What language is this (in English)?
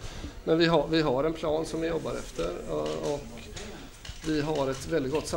Swedish